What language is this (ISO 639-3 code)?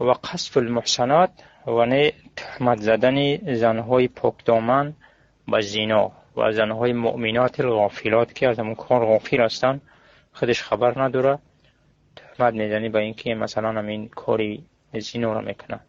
tgk